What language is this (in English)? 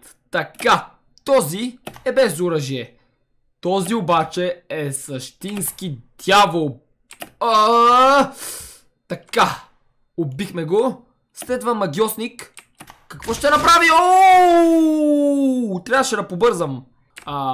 Bulgarian